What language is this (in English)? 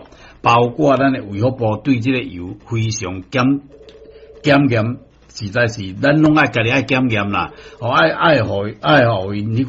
Min Nan Chinese